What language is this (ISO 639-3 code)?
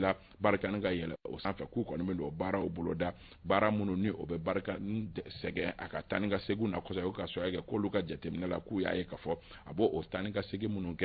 bam